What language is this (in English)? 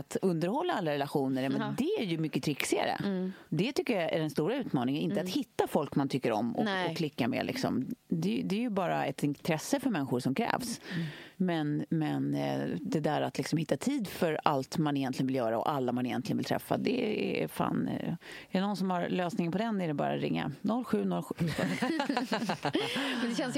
Swedish